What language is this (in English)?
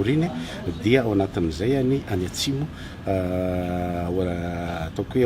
Malagasy